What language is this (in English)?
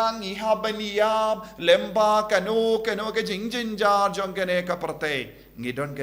Khasi